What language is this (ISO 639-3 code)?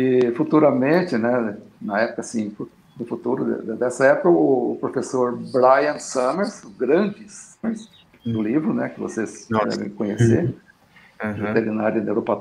por